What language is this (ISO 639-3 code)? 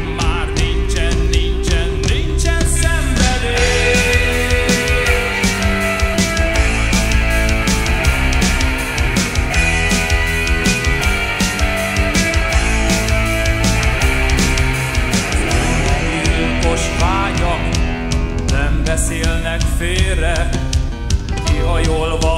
hun